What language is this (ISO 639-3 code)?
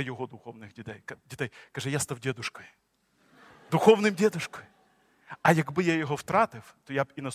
ukr